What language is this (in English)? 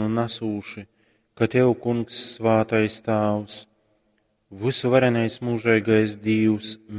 Latgalian